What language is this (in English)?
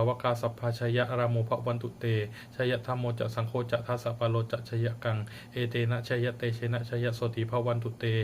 Pali